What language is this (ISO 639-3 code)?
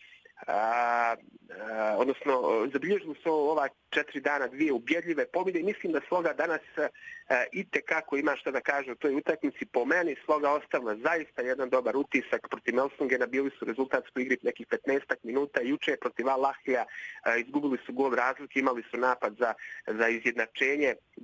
bos